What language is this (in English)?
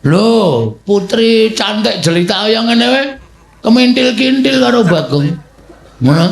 Javanese